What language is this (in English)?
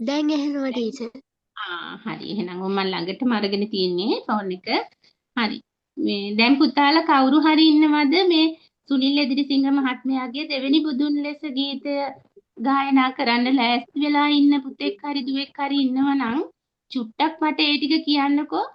Sinhala